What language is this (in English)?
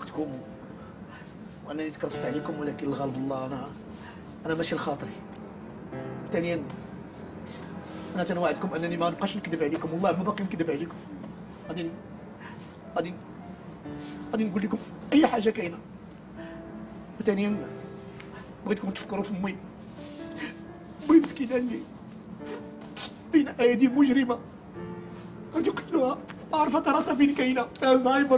Moroccan Arabic